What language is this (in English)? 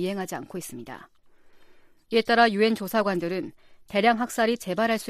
Korean